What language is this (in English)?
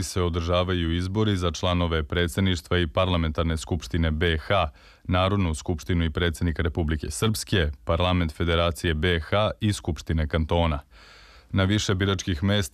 Serbian